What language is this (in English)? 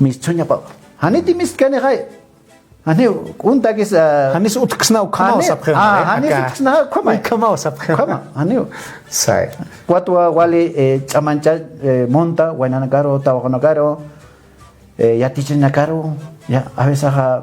Aymara